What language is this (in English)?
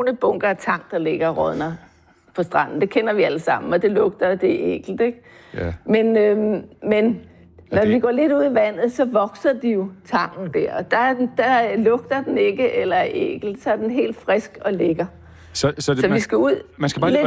Danish